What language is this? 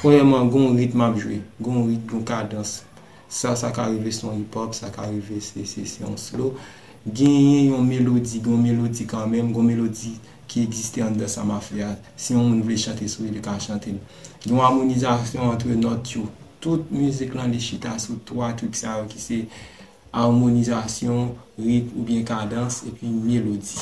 Haitian Creole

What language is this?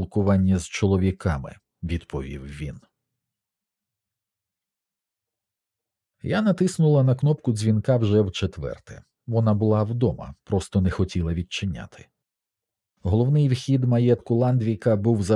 Ukrainian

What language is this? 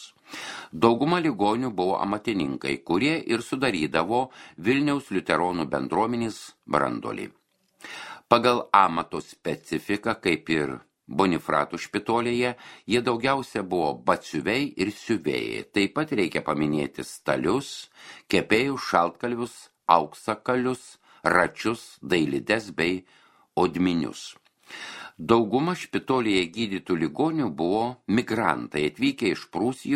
Lithuanian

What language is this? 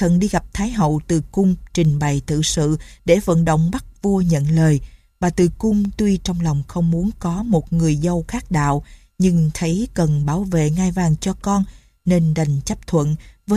Vietnamese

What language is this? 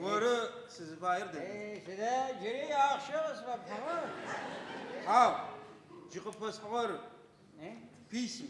Adyghe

